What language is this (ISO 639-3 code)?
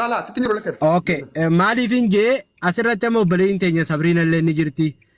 orm